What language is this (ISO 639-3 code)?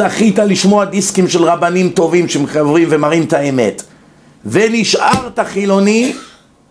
heb